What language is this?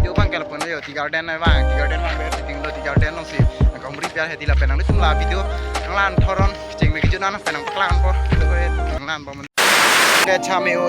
Karbi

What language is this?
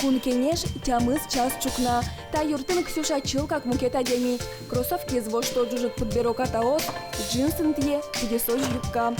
Udmurt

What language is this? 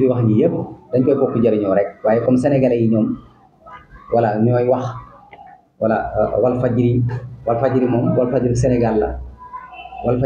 Wolof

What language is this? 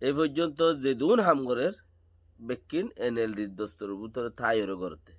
Rohingya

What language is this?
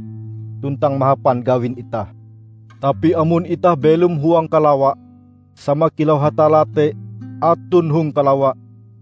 Ngaju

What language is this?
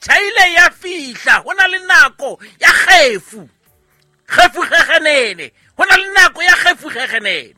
Southern Sotho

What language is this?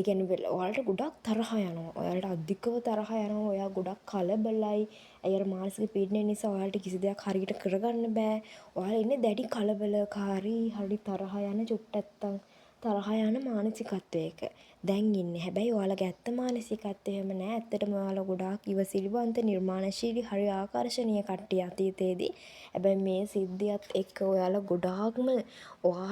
Sinhala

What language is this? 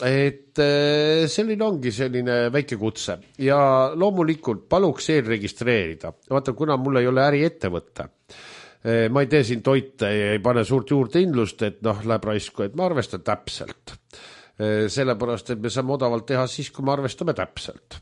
Estonian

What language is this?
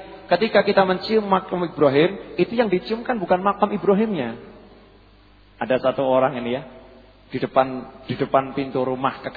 Indonesian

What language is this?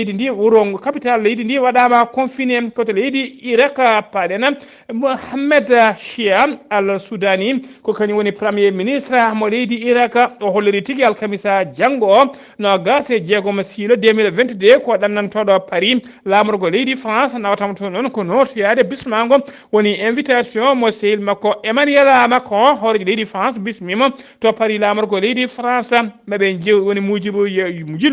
Fula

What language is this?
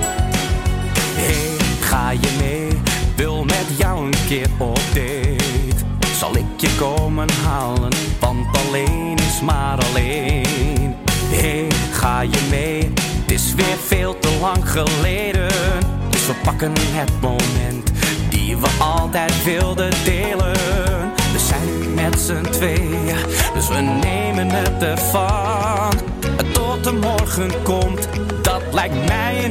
Dutch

